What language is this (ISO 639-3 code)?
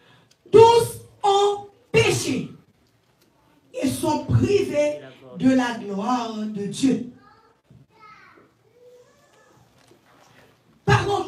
fra